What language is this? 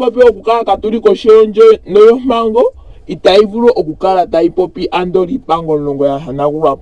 Ndonga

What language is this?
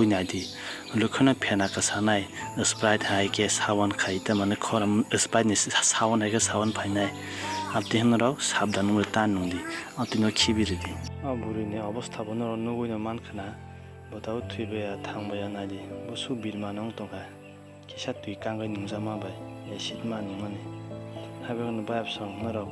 Kok Borok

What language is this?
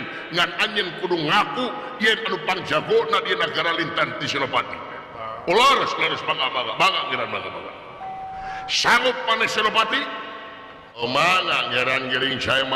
Sundanese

